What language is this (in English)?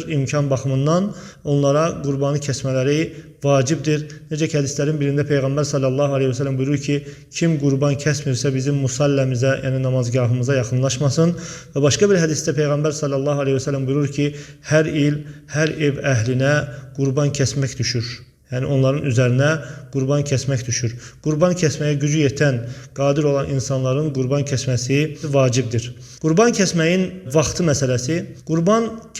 Azerbaijani